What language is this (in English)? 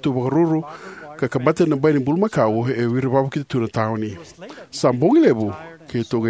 Fijian